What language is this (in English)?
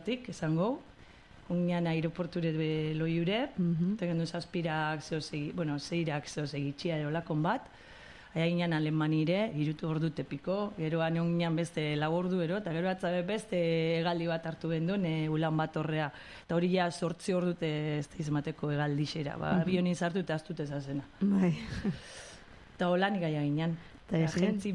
Basque